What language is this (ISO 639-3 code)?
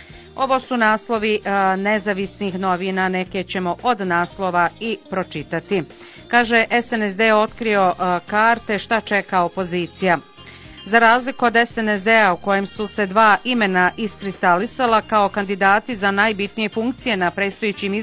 bos